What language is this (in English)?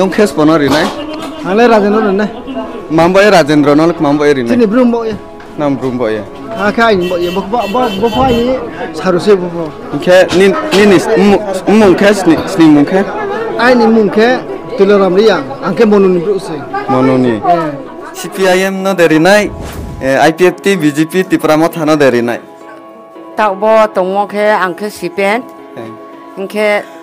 Riang (India)